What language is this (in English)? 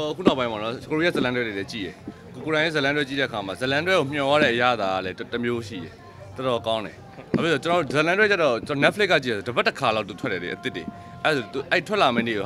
Burmese